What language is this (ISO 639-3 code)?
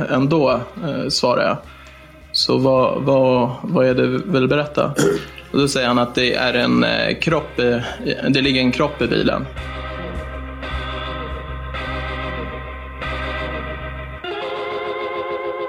swe